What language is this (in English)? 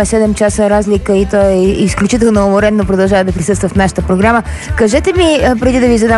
Bulgarian